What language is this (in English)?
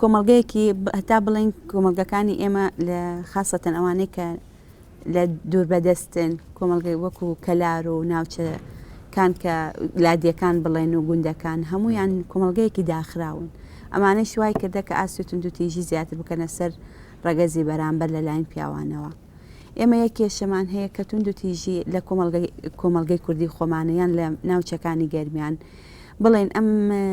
Central Kurdish